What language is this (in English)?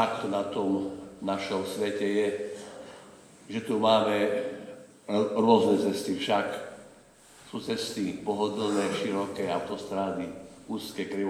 Slovak